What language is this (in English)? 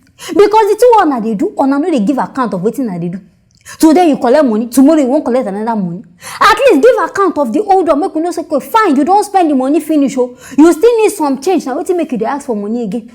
Nigerian Pidgin